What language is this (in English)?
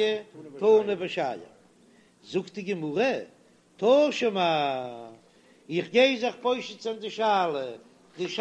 Yiddish